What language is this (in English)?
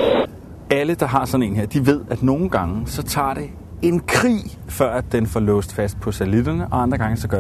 Danish